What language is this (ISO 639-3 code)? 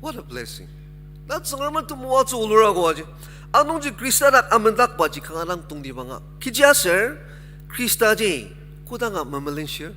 njo